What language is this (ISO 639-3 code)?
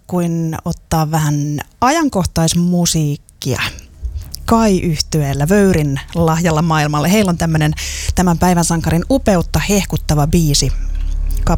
fin